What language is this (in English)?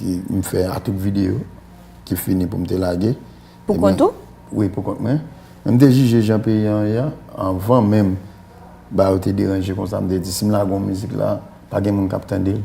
Haitian Creole